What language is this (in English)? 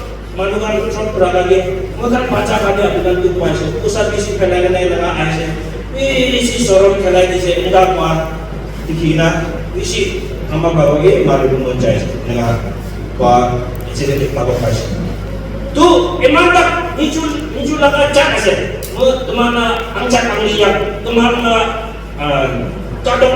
Naga Pidgin